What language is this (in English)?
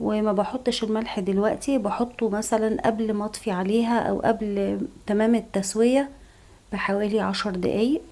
Egyptian Arabic